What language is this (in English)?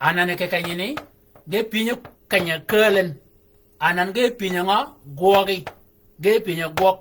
Shilluk